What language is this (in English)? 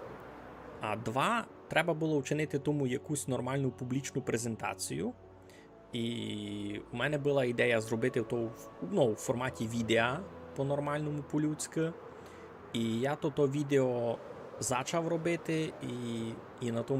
Rusyn